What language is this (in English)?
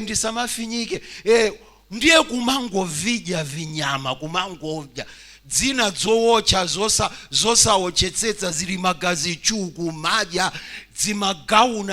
Nyanja